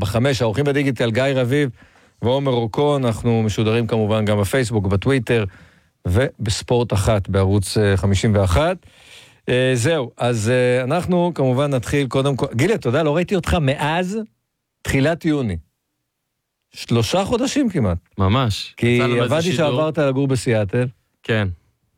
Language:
Hebrew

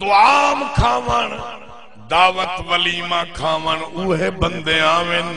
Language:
Saraiki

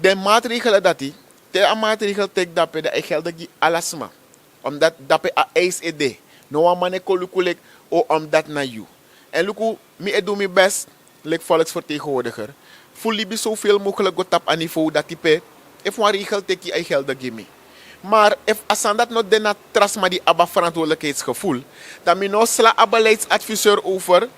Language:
Sranan Tongo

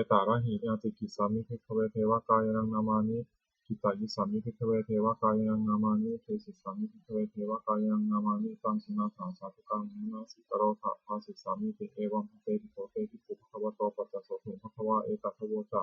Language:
Pali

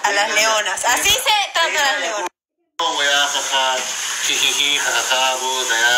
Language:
Spanish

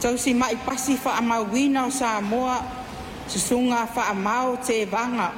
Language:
Samoan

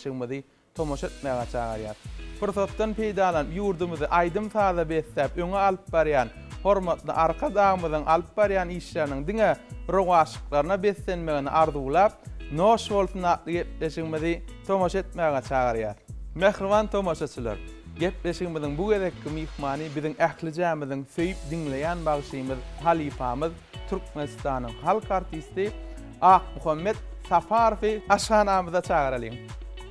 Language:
Turkmen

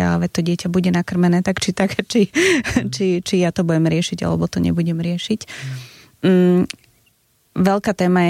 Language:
Slovak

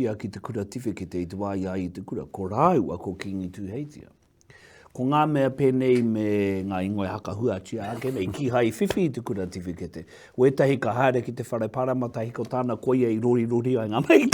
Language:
Māori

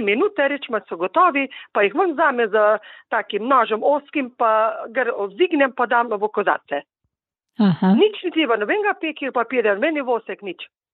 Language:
Slovenian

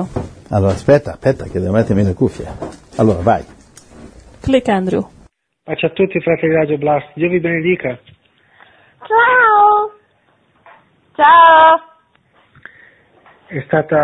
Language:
Italian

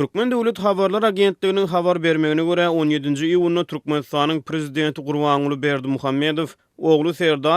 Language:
Turkmen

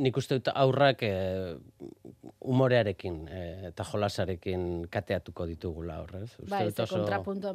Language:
Basque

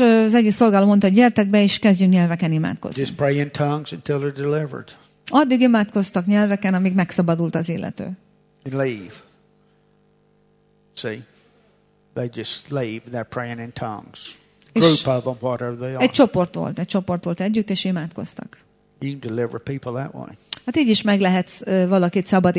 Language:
Hungarian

